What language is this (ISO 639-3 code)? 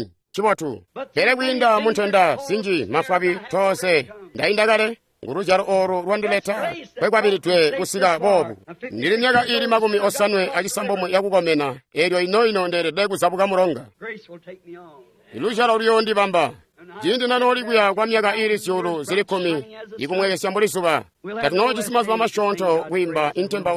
toi